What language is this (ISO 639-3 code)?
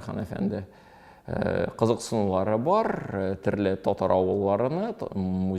tat